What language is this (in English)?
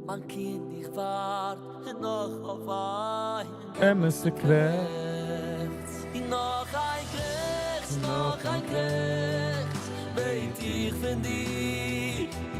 Yiddish